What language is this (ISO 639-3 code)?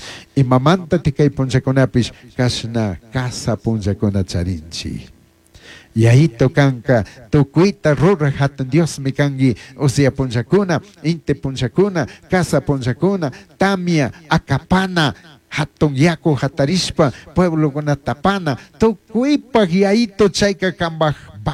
qug